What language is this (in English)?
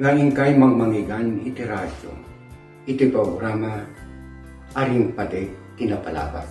Iloko